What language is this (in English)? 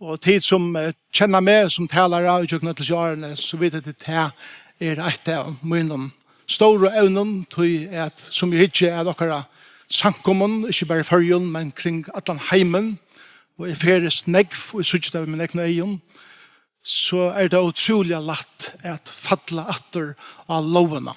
Faroese